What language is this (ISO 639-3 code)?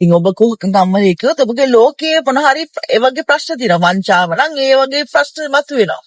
sin